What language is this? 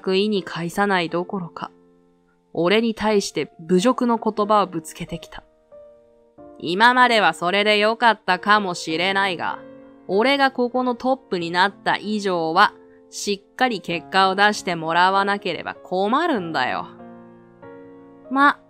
Japanese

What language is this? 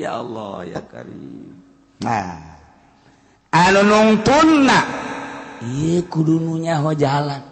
Sundanese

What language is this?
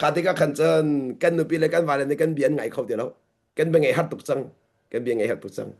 Hakha Chin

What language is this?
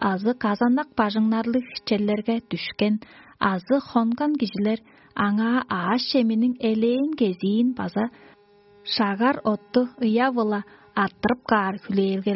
Tuvinian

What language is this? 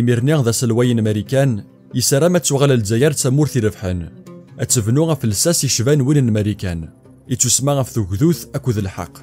Kabyle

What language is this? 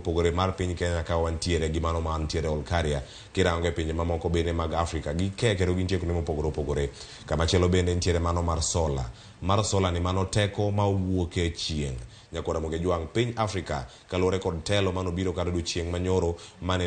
Luo (Kenya and Tanzania)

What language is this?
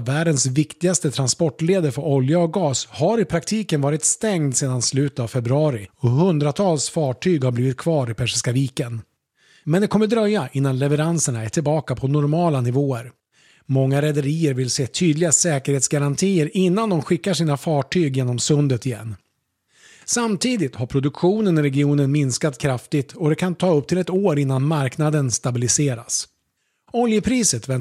Swedish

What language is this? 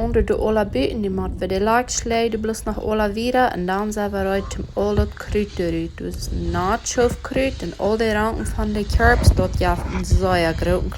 Plautdietsch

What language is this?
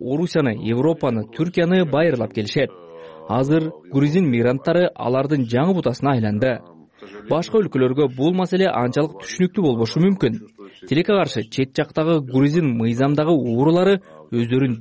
Kyrgyz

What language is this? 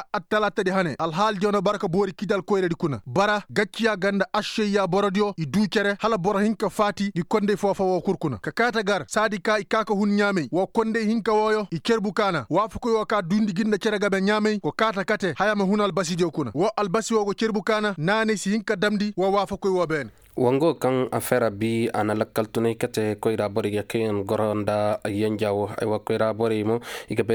Koyraboro Senni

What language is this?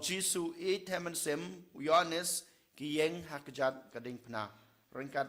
Khasi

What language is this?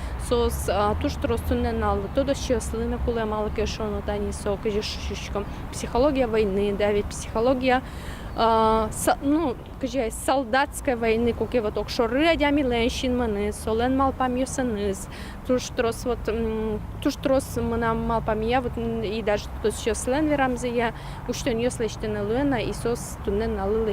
Udmurt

